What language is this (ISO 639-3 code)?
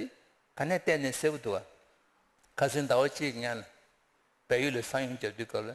bod